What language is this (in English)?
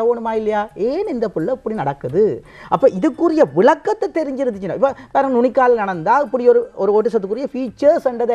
Tamil